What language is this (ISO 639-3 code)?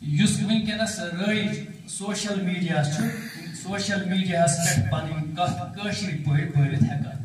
kas